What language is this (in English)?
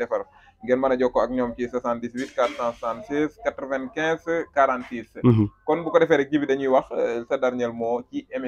Wolof